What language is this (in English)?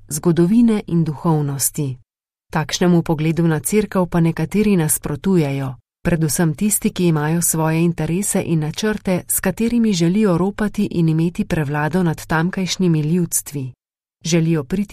Slovenian